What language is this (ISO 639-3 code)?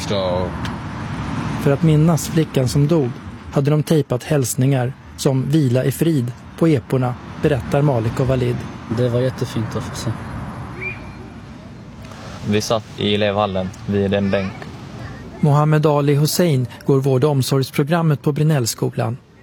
swe